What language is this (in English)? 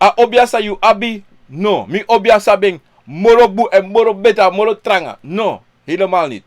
Sranan Tongo